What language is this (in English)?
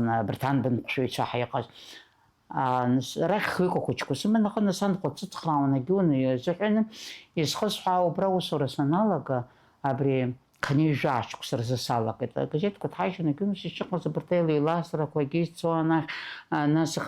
Abkhazian